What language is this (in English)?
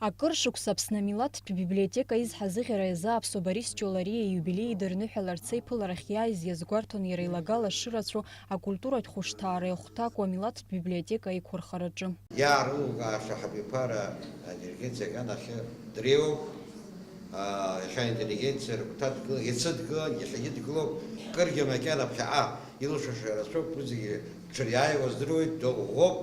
Abkhazian